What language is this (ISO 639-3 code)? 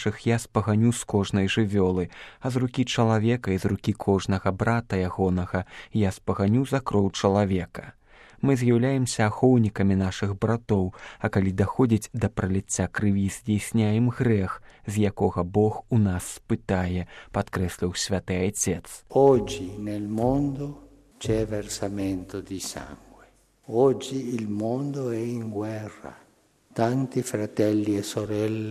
bel